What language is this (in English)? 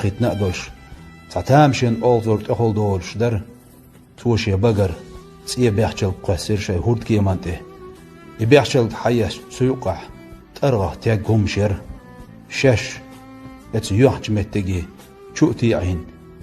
Chechen